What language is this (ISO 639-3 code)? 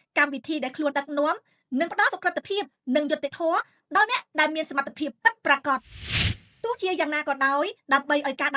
khm